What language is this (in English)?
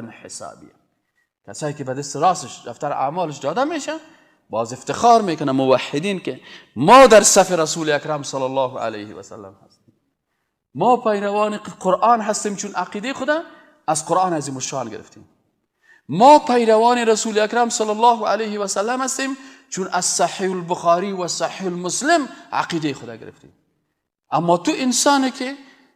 Persian